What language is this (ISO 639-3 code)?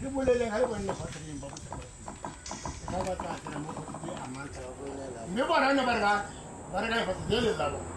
tsn